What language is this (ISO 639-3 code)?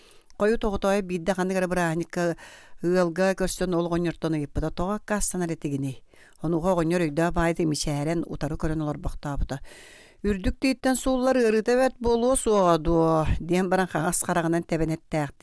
sah